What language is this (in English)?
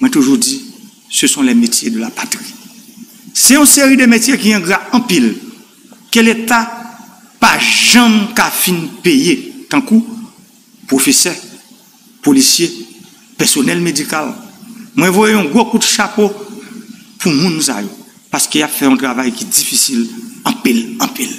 Haitian Creole